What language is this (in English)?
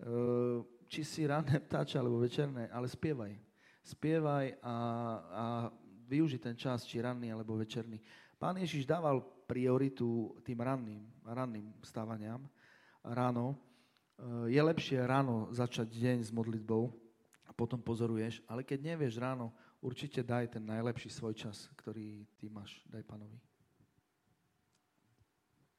Slovak